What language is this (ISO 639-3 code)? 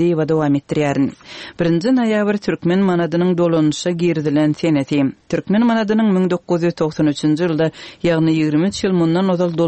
tuk